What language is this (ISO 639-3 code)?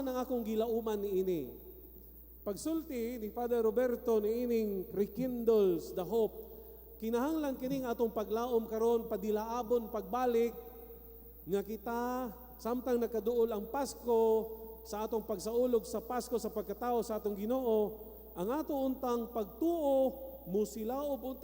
ceb